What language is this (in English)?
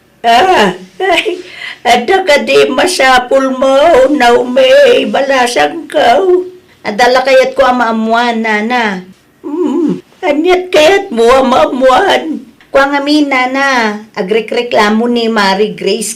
Iloko